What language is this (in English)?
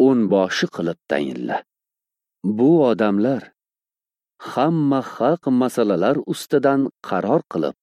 Uzbek